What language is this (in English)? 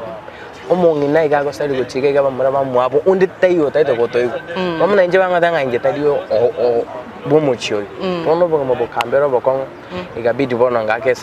Gusii